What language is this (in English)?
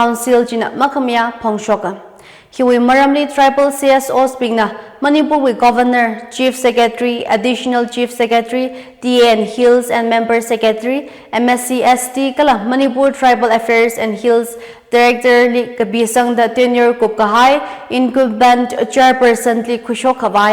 Tangkhul Naga (India)